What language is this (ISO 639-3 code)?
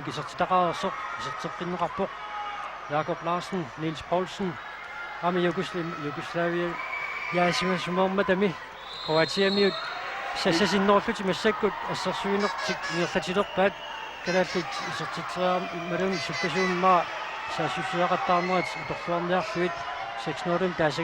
kal